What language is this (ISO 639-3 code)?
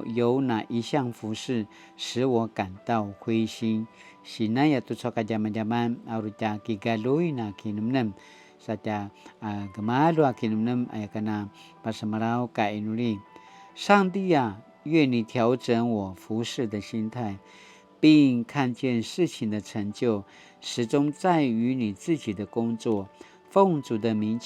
pwn